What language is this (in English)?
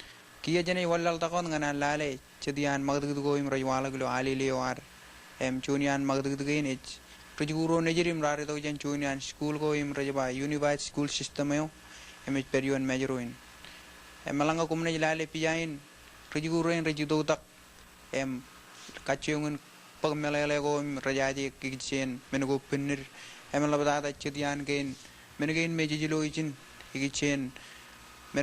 Marshallese